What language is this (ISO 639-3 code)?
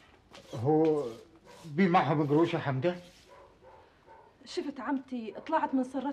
ajp